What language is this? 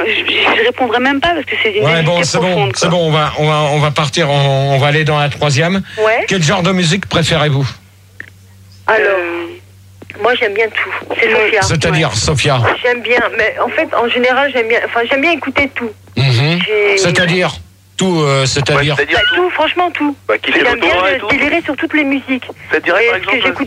French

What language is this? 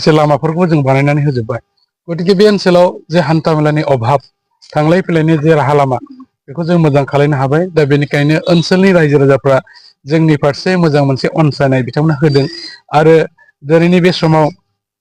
Bodo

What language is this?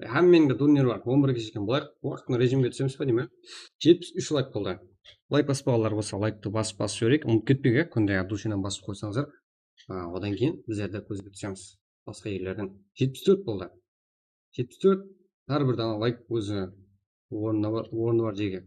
Kara-Kalpak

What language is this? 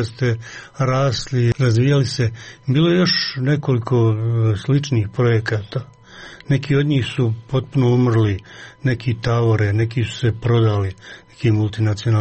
Croatian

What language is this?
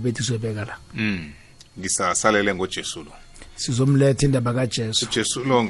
South Ndebele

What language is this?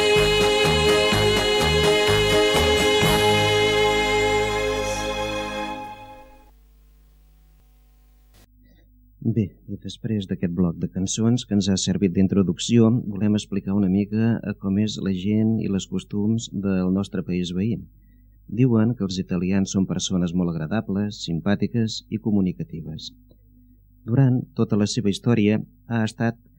Catalan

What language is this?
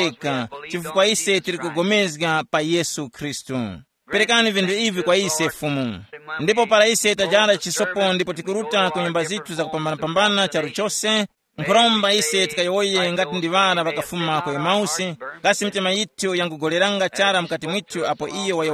Tumbuka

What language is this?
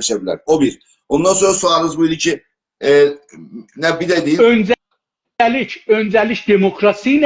South Azerbaijani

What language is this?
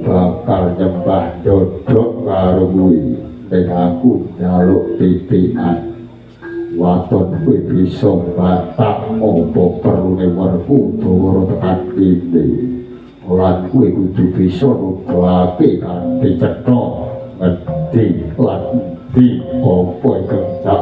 Javanese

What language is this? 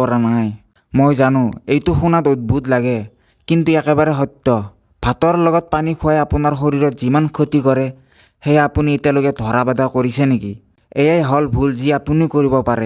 Assamese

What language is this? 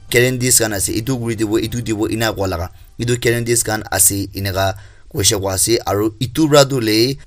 Naga Pidgin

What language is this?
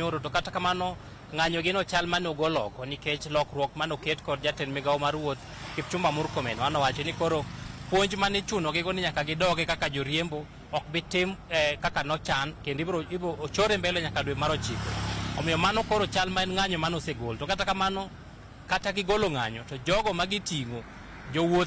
Luo (Kenya and Tanzania)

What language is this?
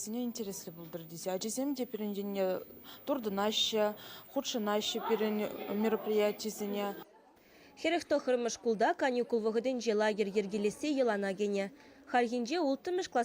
Chuvash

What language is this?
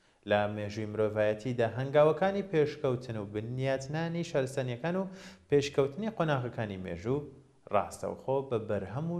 Central Kurdish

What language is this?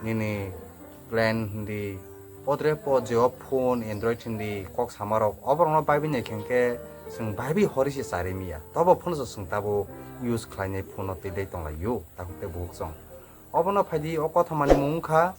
Kok Borok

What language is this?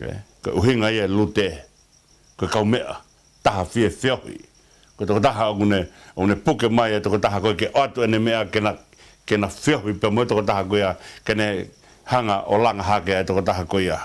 Tongan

